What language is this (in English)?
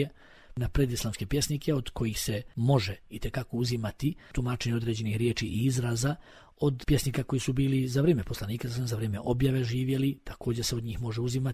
Bosnian